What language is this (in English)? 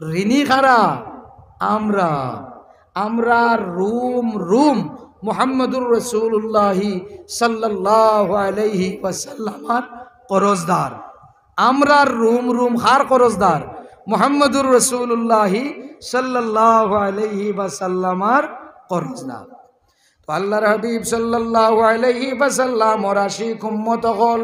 Sylheti